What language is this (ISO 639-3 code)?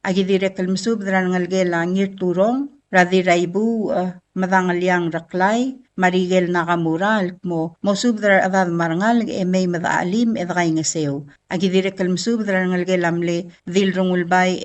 pau